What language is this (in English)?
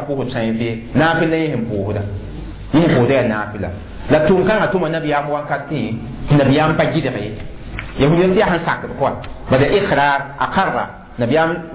Mossi